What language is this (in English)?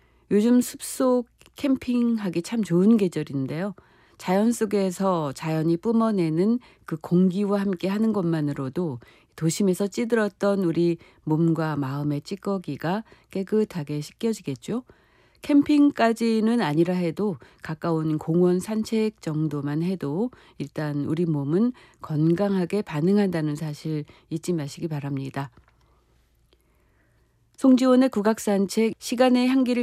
Korean